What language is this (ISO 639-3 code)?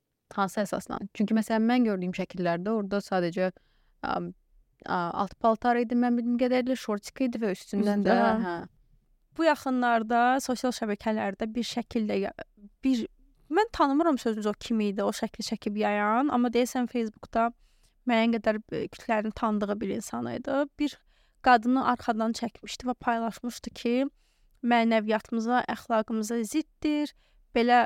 aze